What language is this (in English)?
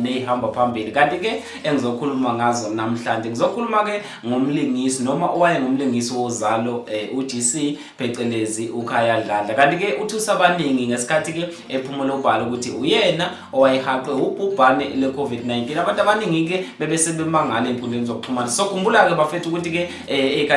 Zulu